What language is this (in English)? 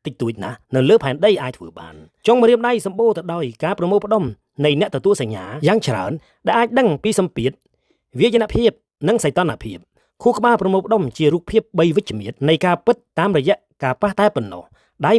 Khmer